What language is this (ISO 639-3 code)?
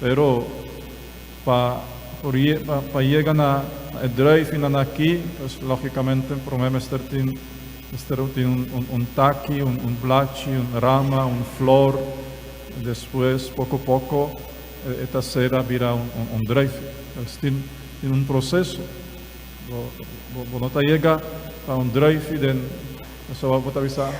pap